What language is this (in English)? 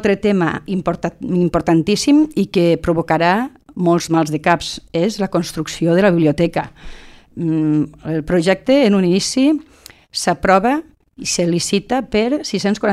Catalan